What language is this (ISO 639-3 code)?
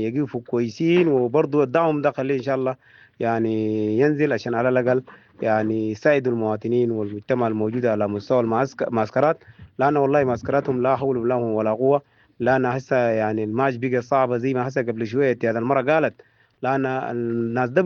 apd